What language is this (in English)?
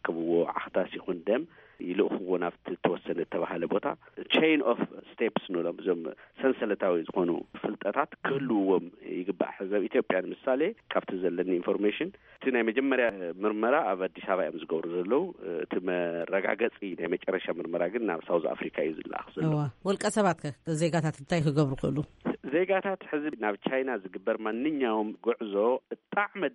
Tigrinya